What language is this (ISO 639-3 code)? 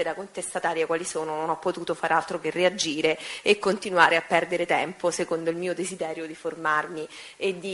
ita